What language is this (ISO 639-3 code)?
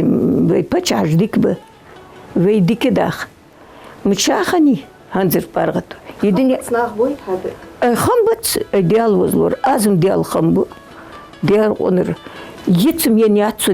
inh